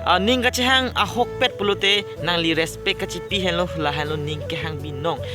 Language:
Karbi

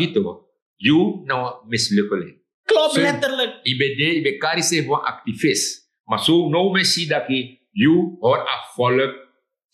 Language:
Sranan Tongo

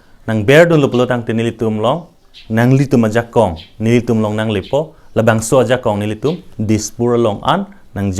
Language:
Karbi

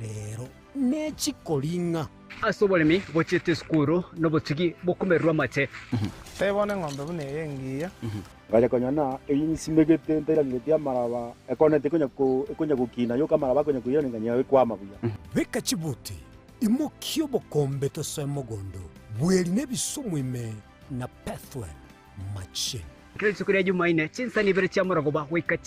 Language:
Gusii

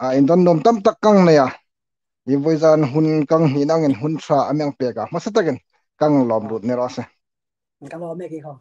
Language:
Hmar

